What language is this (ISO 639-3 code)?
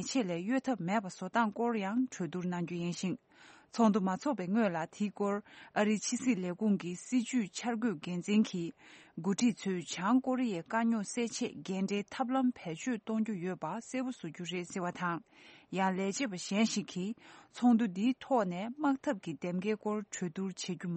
bod